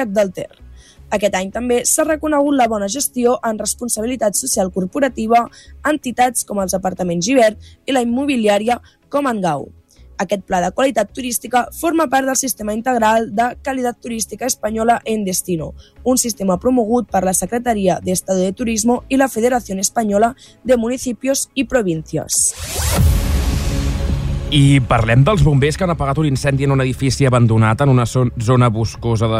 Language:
Catalan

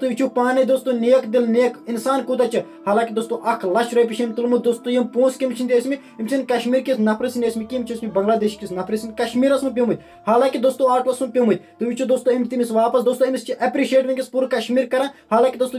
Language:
Kashmiri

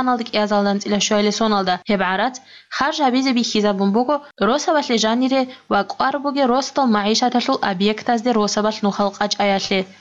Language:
Avaric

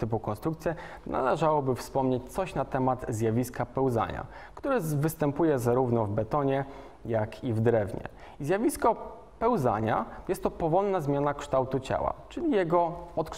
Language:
Polish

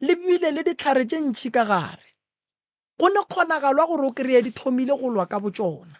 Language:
Northern Sotho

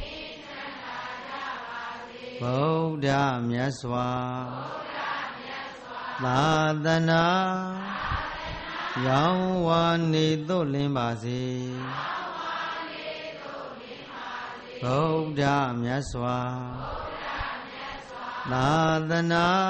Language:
Burmese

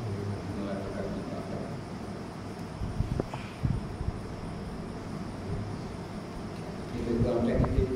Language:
Malay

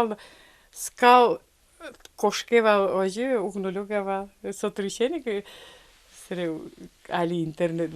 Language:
Udmurt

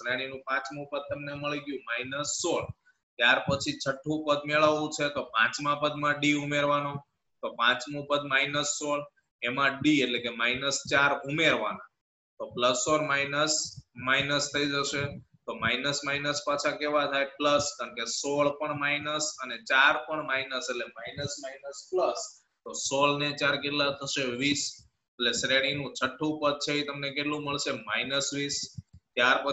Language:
Gujarati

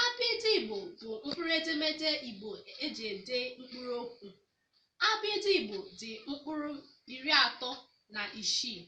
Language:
Igbo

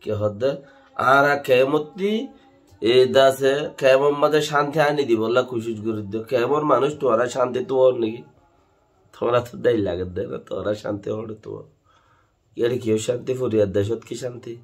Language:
Rohingya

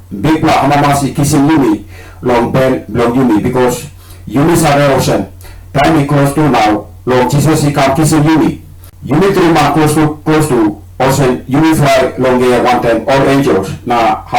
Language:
Tok Pisin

